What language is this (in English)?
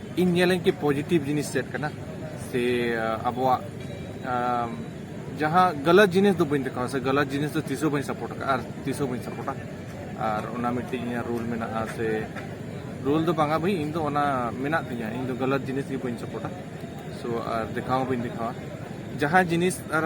Santali